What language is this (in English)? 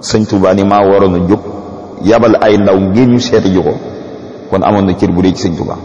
Wolof